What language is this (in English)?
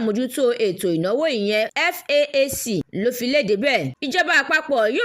Yoruba